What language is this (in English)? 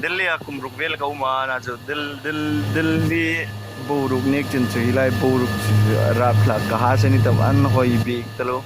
Hmar